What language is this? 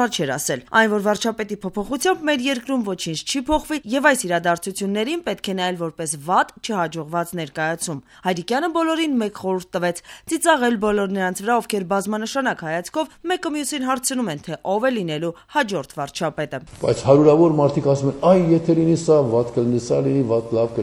Armenian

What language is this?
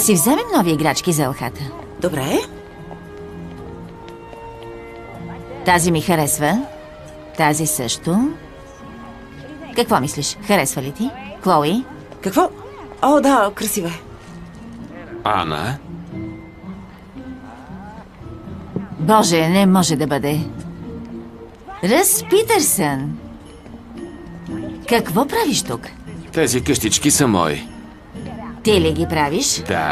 Bulgarian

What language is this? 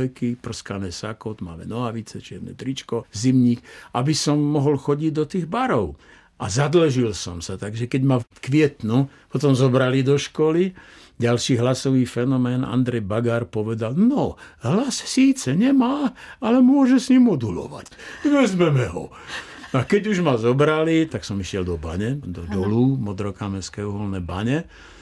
Slovak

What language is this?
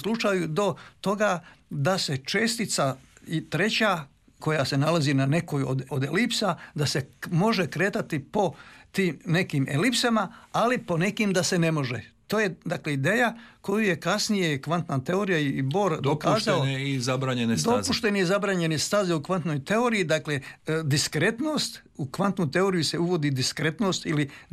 Croatian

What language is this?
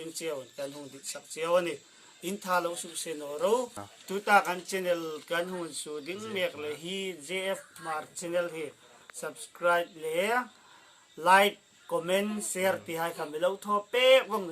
Hmar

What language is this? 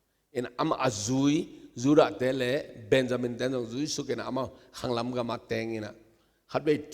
Tedim Chin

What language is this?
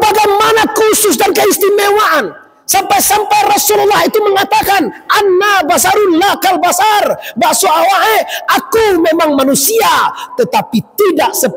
Minangkabau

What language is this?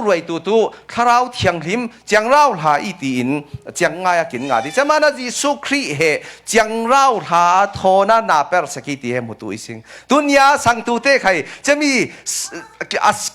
Falam Chin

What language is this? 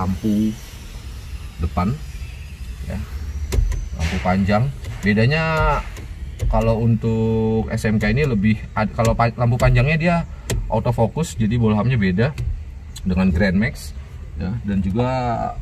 Indonesian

